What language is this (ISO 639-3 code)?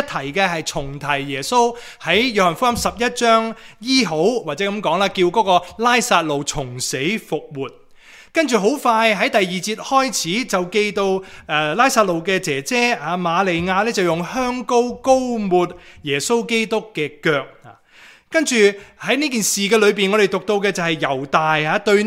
yue